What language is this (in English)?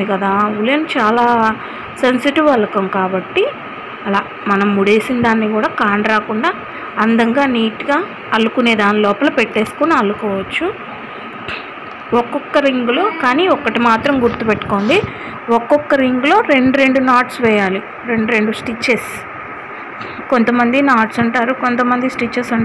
Telugu